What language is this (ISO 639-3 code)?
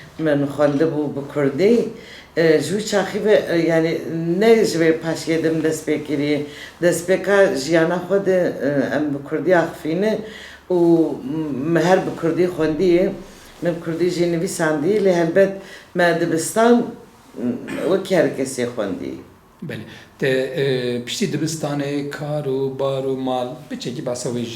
kur